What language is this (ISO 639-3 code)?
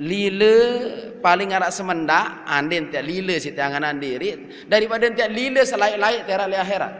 sas